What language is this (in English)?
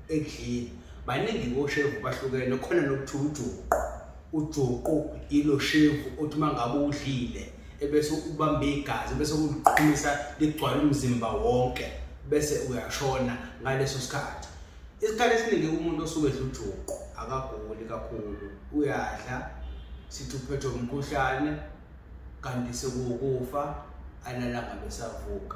Zulu